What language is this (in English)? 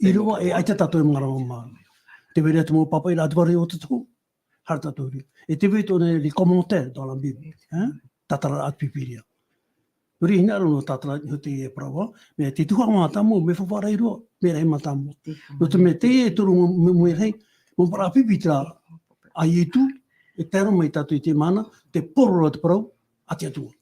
Tahitian